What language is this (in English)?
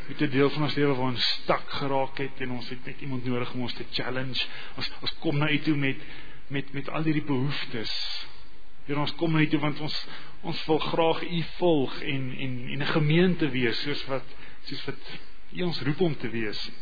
Afrikaans